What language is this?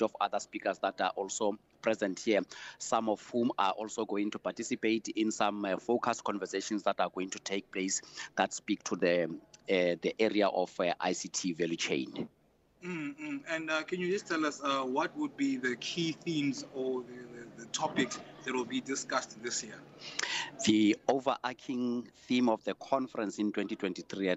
English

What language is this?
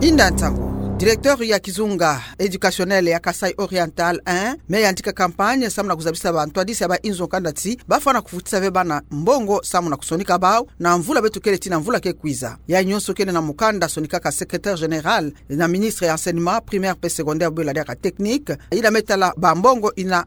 Kituba (Democratic Republic of Congo)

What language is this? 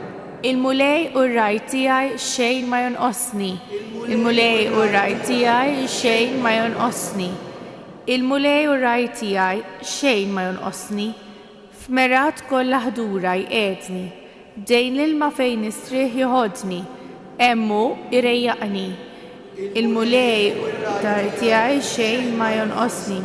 Maltese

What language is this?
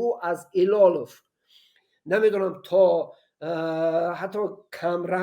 Tajik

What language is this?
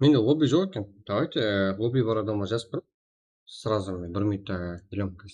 Kara-Kalpak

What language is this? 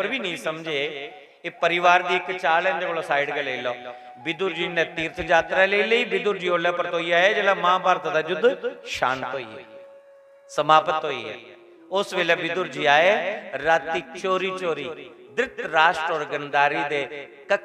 Dogri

